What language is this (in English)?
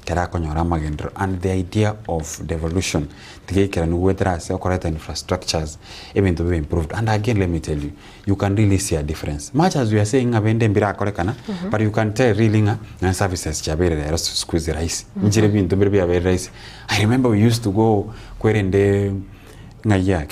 Gusii